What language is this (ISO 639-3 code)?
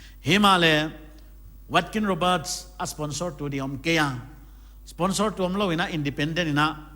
pck